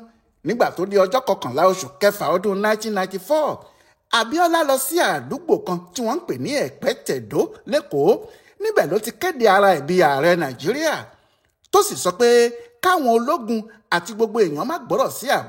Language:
Yoruba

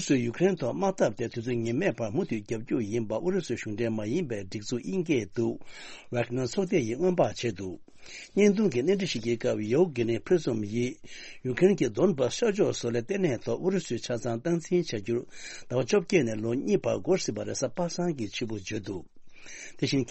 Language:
Tibetan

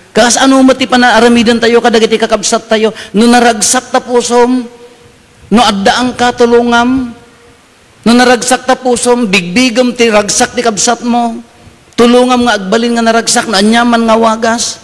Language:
Iloko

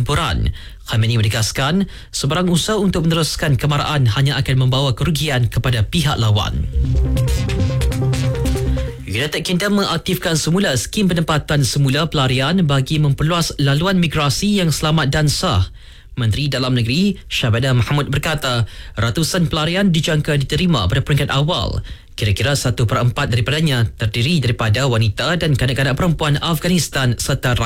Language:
Malay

